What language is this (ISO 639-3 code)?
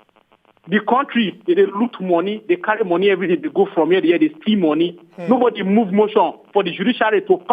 pcm